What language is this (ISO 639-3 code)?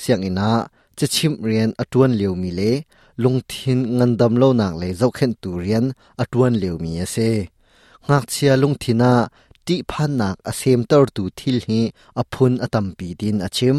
cnh